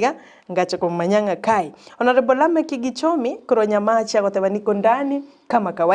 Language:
Gusii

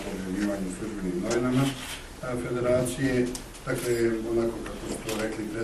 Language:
Bosnian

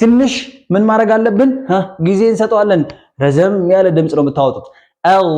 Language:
Amharic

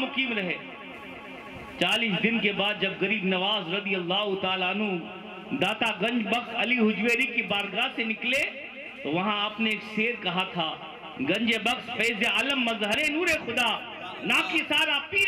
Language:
Urdu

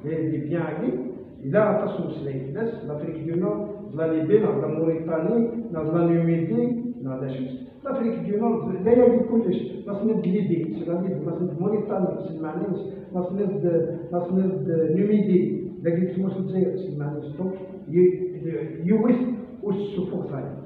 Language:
Kabyle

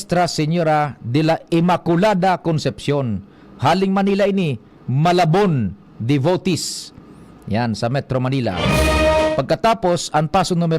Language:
Bikol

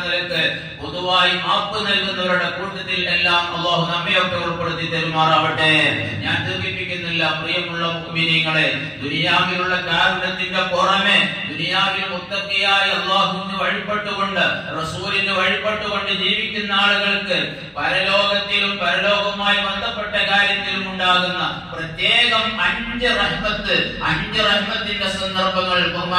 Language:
Malayalam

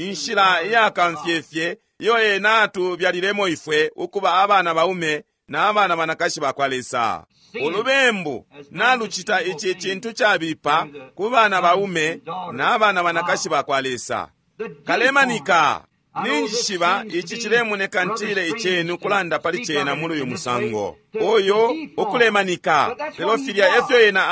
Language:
Bemba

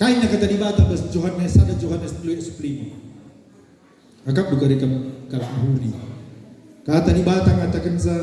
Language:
Batak Karo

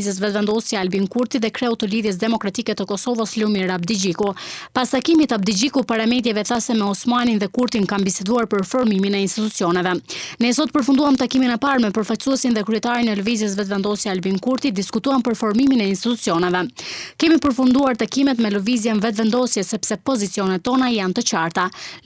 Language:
Albanian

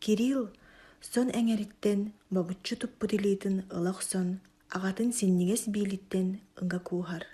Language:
Yakut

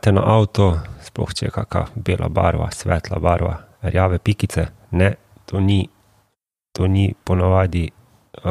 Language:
Slovenian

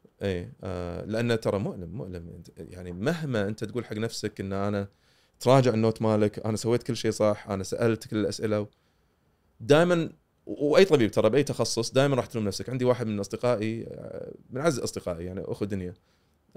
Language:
Gulf Arabic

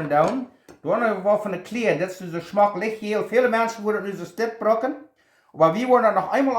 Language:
Plautdietsch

